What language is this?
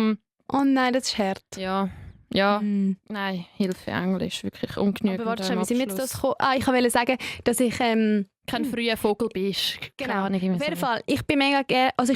Swiss German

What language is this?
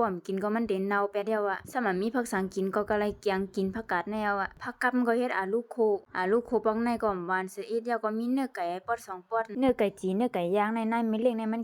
Shan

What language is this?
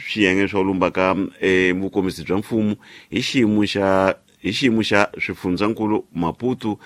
Tsonga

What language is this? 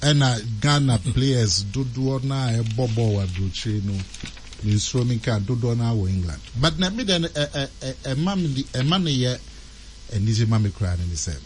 Akan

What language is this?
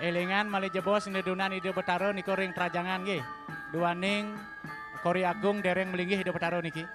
Balinese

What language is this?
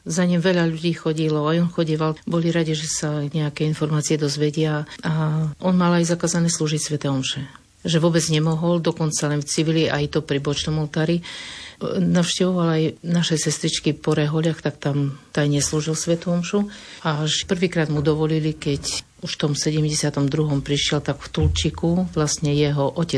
Slovak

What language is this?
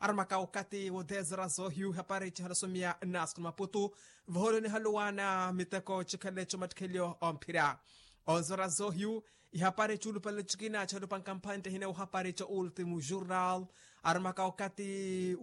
Makhuwa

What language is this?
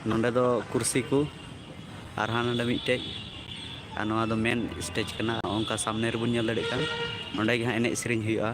Santali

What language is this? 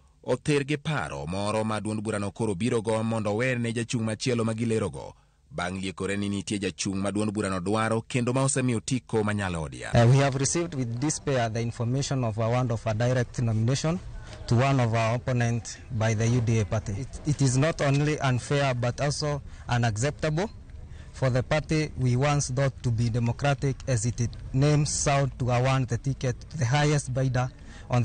Luo (Kenya and Tanzania)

